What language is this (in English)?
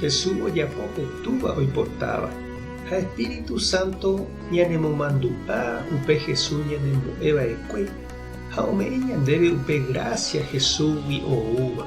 Guarani